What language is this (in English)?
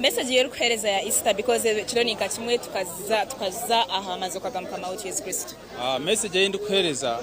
Nyankole